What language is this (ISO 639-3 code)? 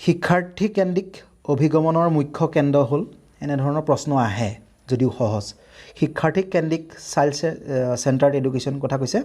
asm